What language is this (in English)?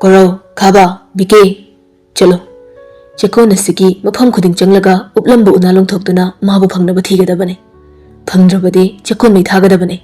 Manipuri